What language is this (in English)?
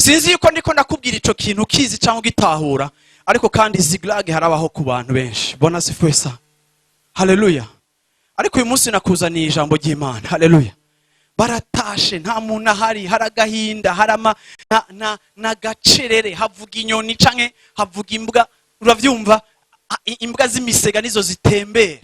Rundi